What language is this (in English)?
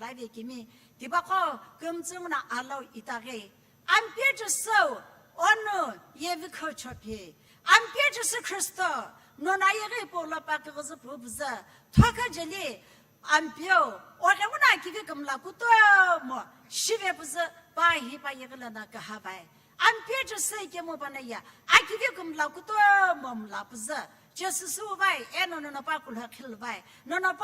Sumi Naga